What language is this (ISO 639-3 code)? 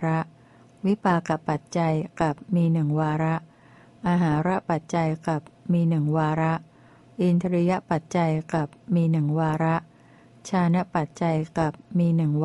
tha